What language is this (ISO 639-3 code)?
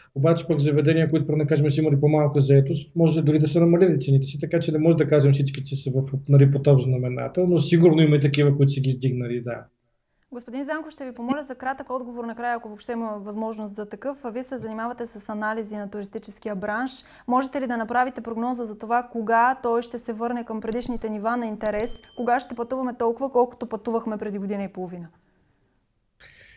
bul